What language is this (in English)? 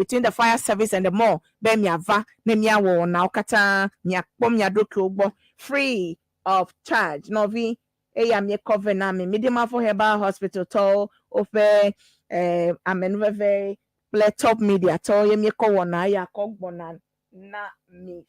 Ewe